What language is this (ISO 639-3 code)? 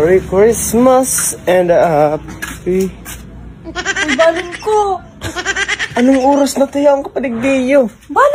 bik